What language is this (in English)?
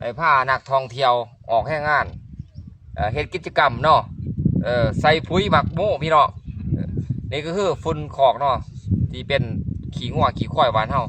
Lao